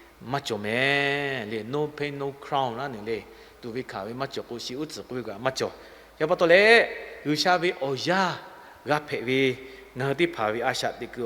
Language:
Lahu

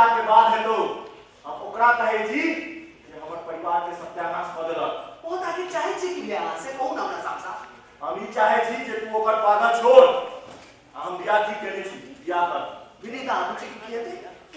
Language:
Maithili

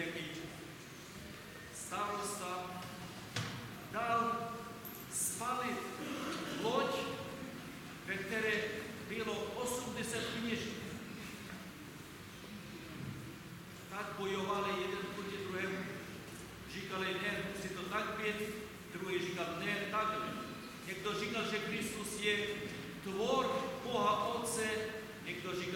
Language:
Czech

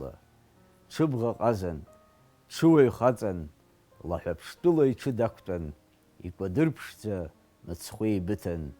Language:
Abkhazian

